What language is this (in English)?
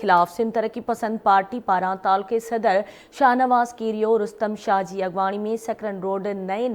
Sindhi